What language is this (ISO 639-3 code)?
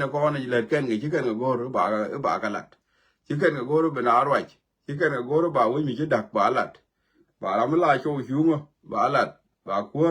nus